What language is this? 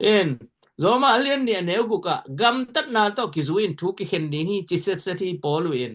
Tedim Chin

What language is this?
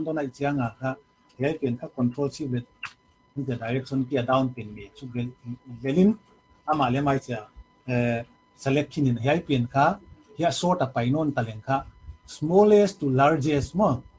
Paite Chin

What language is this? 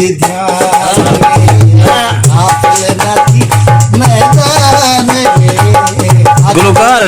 Saraiki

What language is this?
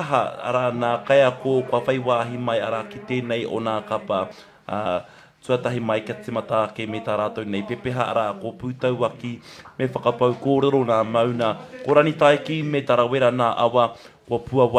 Māori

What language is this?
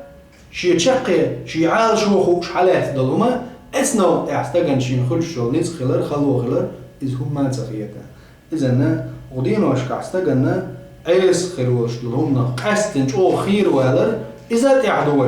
Chechen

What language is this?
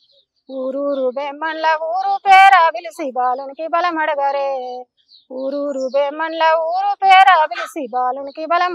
Telugu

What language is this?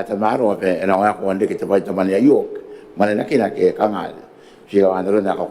Gilbertese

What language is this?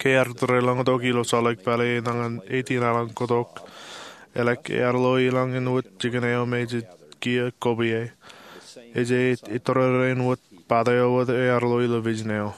Marshallese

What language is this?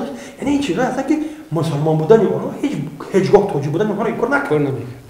Tajik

